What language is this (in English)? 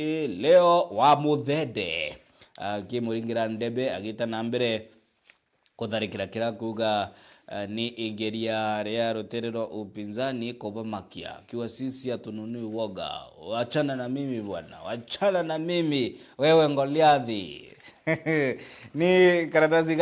Meru